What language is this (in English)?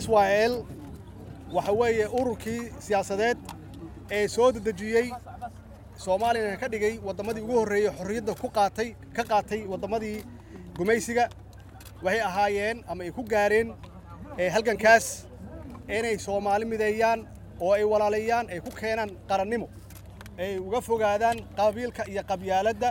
Somali